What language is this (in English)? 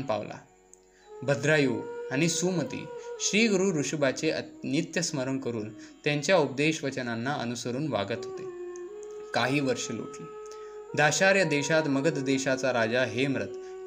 Marathi